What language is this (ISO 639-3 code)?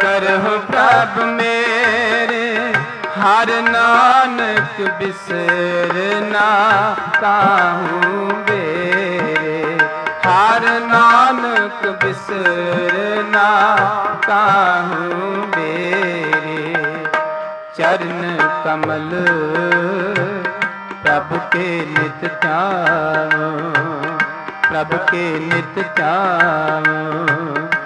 pan